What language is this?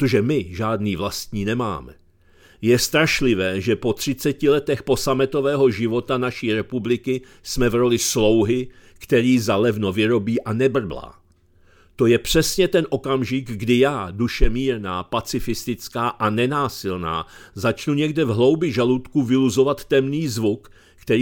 Czech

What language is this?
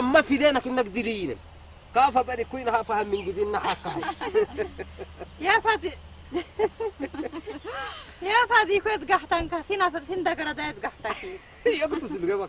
Saho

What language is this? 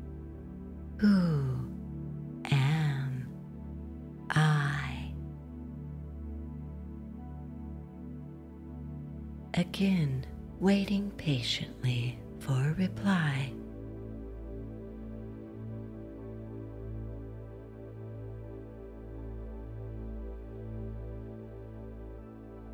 English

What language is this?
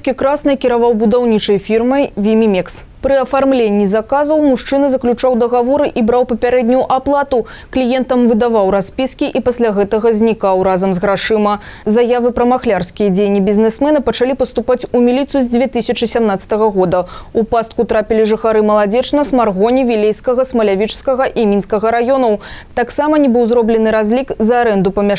Belarusian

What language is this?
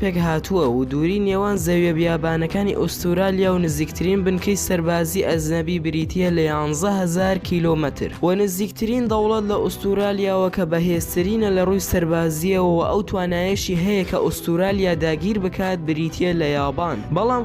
Central Kurdish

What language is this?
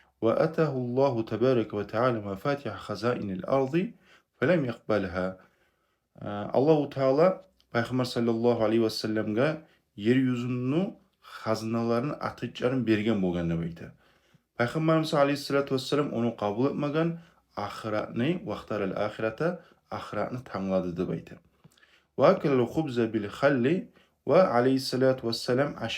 Kumyk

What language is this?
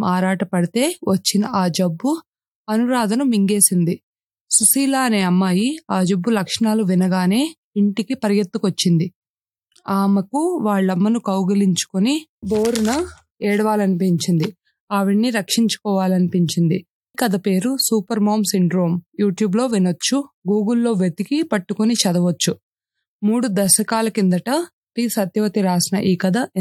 Telugu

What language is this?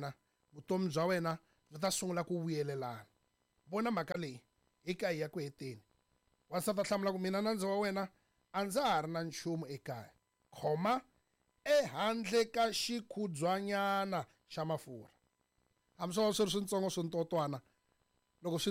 Tsonga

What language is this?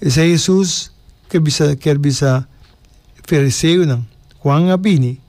Papiamento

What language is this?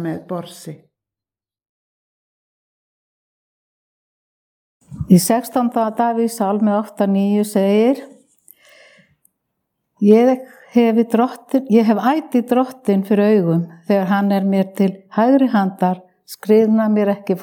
Icelandic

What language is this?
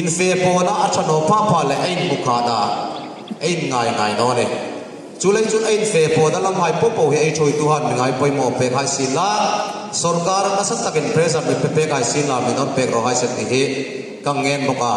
Hmar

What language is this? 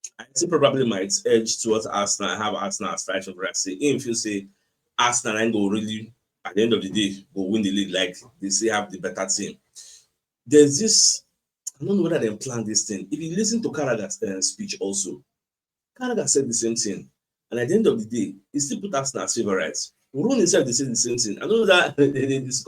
Nigerian Pidgin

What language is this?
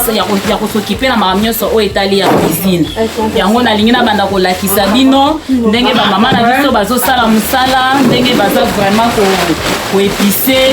Lingala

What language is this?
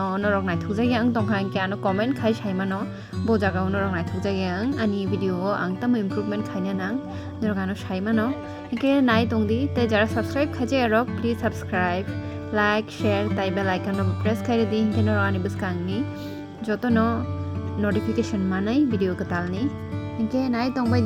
Kok Borok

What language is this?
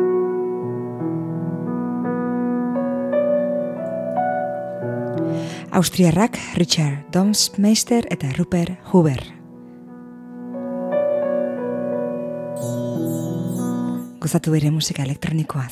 Basque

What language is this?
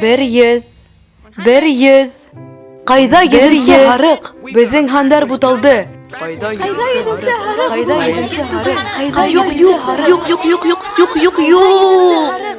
Bashkir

